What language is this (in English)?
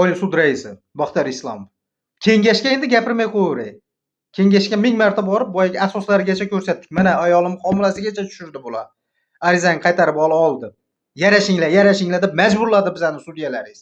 Uzbek